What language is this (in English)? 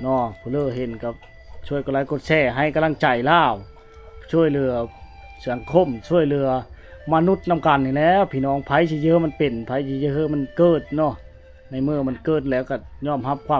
Lao